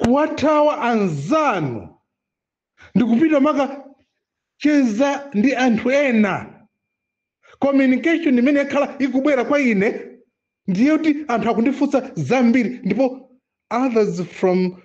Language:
Nyanja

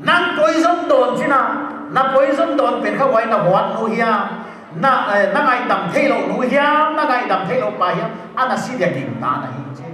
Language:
Paite Chin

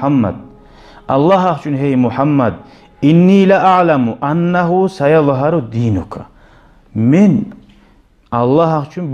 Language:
Kumyk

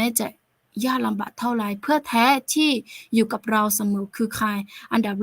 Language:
Akha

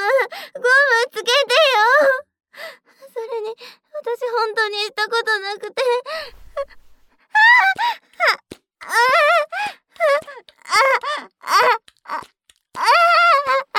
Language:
Japanese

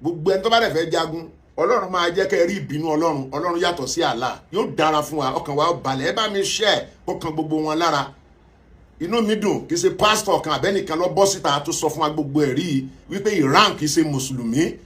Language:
Yoruba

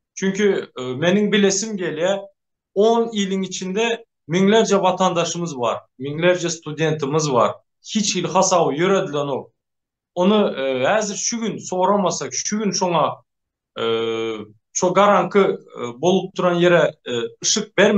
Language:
Turkmen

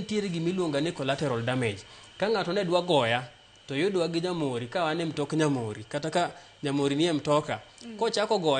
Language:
Luo (Kenya and Tanzania)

